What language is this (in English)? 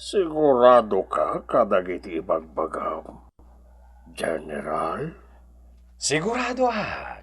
Iloko